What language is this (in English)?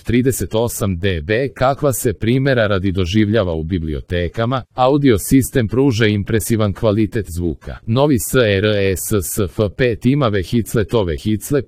Serbian